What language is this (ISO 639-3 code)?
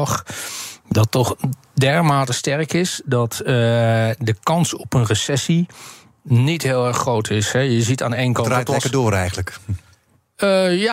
nld